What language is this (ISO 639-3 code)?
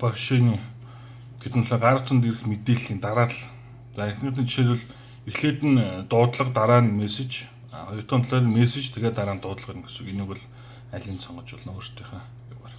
mon